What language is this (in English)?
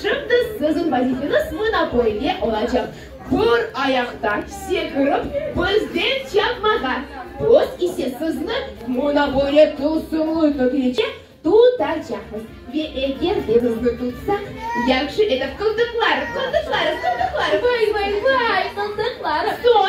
Crimean Tatar